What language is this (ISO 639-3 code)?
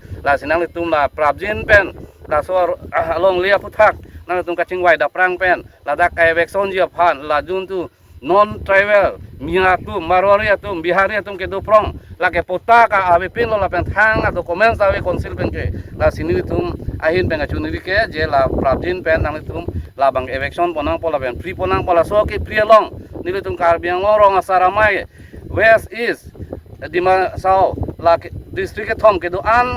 mjw